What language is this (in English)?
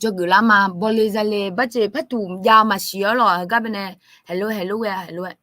Akha